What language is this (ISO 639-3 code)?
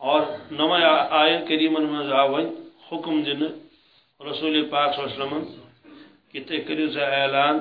kas